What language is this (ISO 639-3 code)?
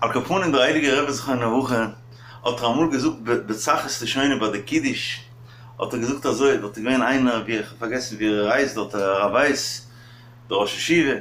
yid